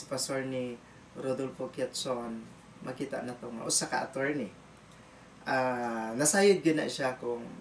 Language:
Cebuano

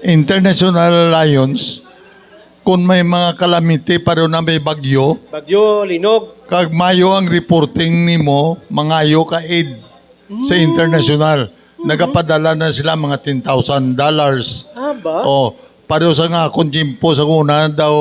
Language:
Hiligaynon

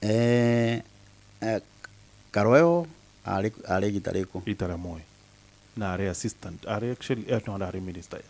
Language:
Meru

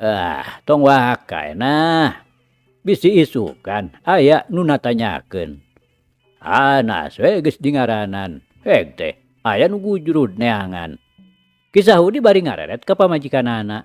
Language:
Sundanese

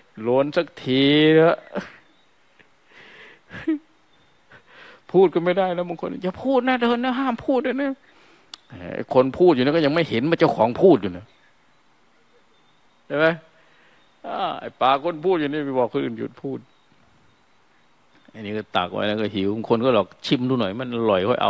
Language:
Thai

